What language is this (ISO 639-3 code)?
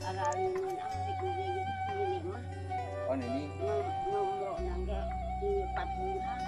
sun